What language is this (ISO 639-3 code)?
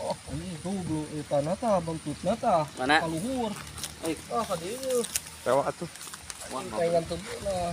sun